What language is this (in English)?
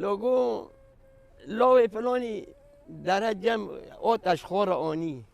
Kurdish